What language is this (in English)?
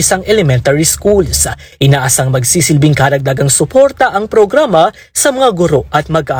Filipino